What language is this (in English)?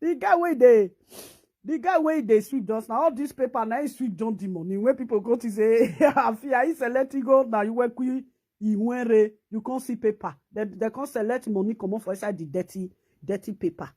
Nigerian Pidgin